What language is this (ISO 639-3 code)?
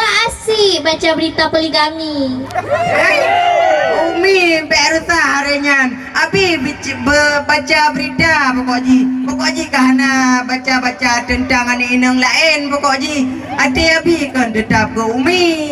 ace